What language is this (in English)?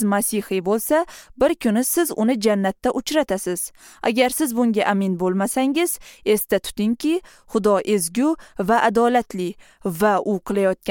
Uzbek